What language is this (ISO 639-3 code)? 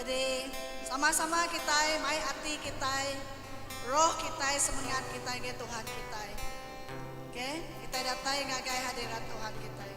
iba